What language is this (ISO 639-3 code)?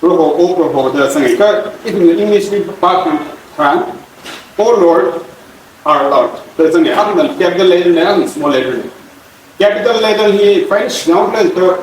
nmf